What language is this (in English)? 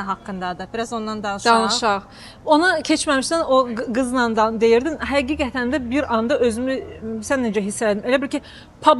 Azerbaijani